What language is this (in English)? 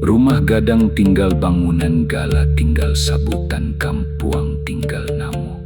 Minangkabau